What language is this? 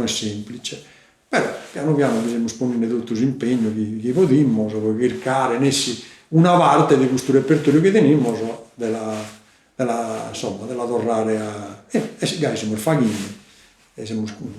Sardinian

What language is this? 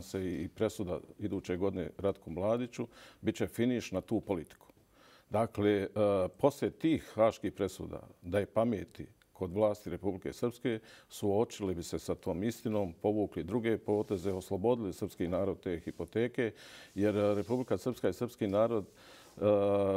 Bosnian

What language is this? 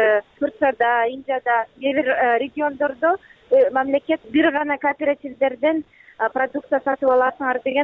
Kyrgyz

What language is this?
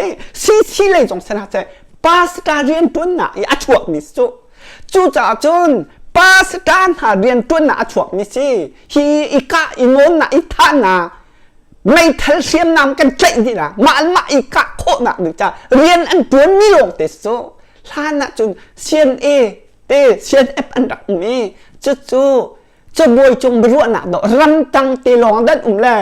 Hakha Chin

